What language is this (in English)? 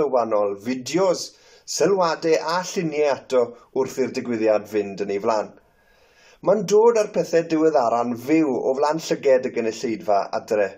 Welsh